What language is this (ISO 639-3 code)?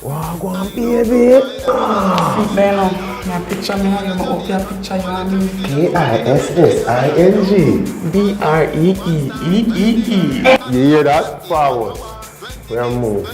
jam